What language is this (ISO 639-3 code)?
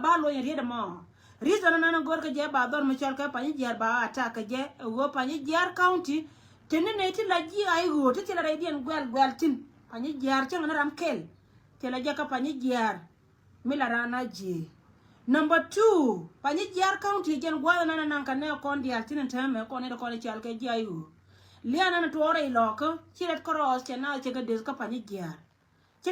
nus